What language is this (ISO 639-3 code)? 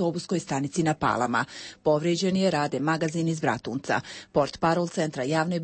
hrv